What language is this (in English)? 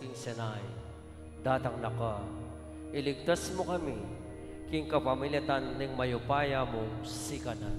Pampanga